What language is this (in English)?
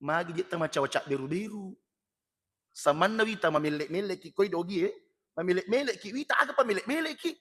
Buginese